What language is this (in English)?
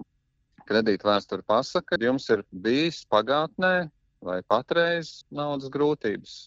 Latvian